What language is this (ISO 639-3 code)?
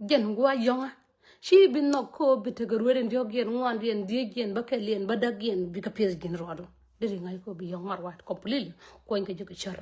nus